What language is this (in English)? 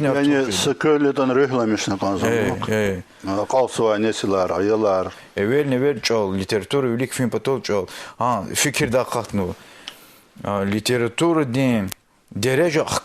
Lezghian